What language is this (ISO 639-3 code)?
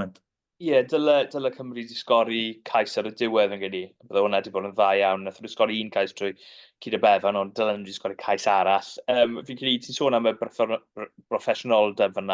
cym